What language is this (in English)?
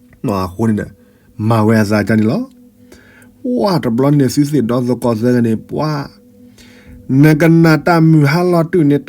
S'gaw Karen